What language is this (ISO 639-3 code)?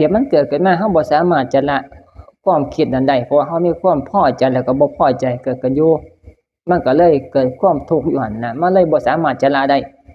tts